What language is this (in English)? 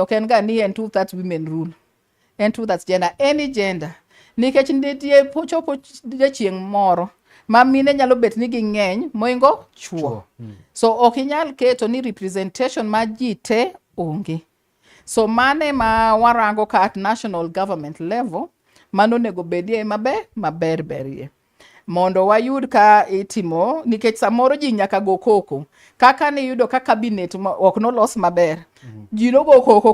Luo (Kenya and Tanzania)